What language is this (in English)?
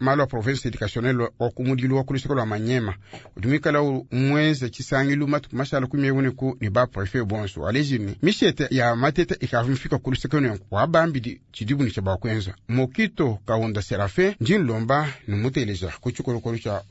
Luba-Lulua